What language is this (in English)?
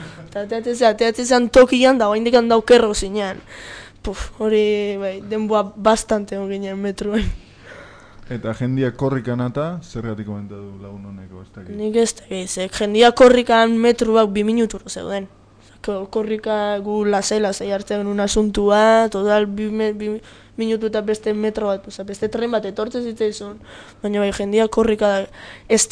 Basque